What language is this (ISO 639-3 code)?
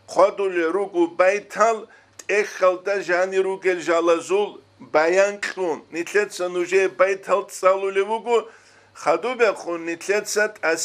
ava